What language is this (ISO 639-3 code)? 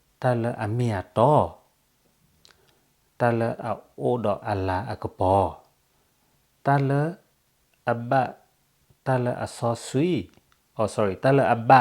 ksw